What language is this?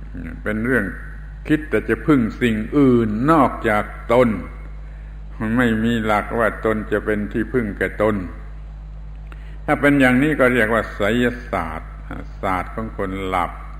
Thai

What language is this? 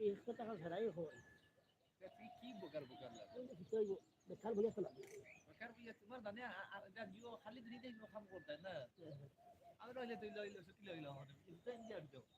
Sylheti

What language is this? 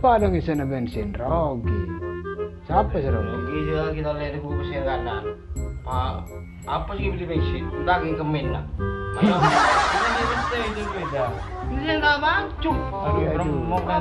Madurese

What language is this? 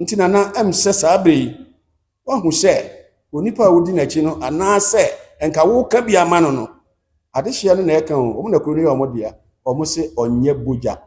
Akan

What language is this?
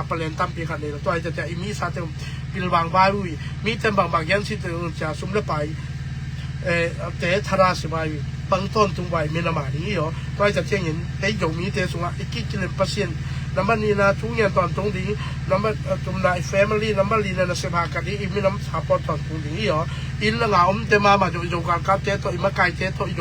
Tedim Chin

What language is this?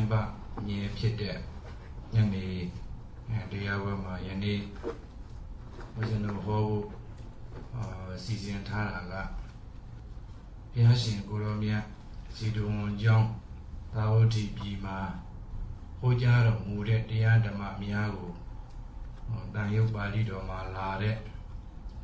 Burmese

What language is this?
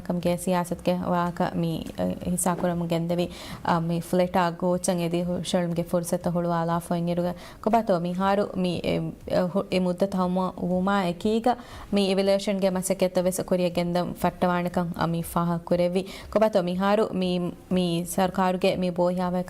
Divehi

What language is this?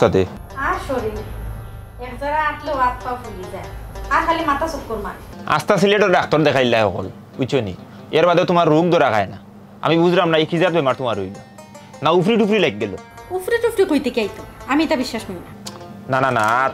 Sylheti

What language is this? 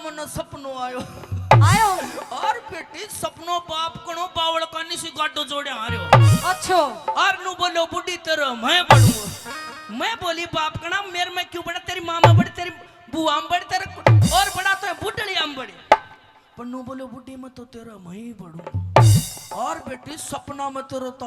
Haryanvi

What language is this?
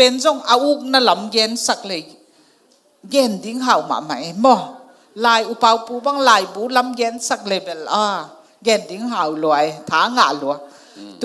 Tedim Chin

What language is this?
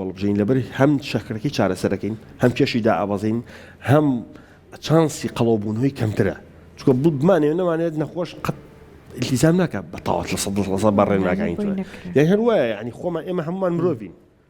Central Kurdish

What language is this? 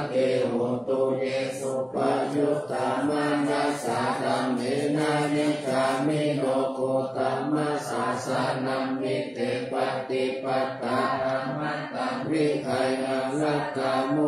Pali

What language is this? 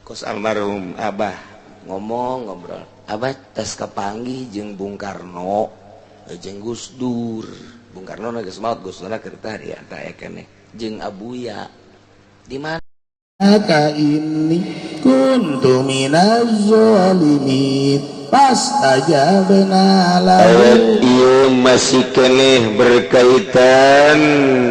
Sundanese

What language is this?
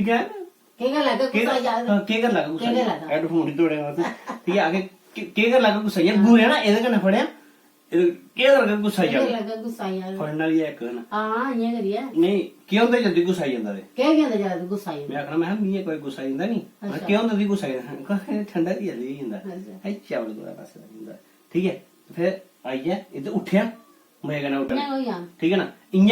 Dogri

